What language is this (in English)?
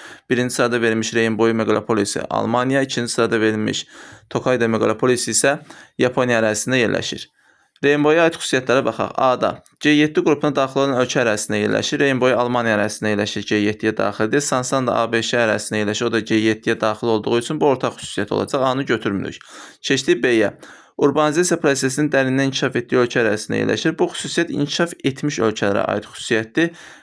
Azerbaijani